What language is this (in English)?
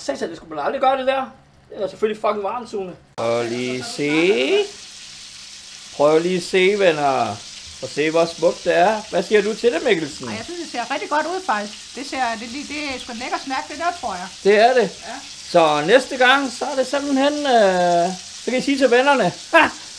Danish